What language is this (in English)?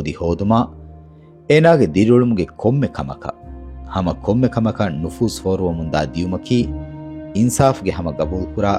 Divehi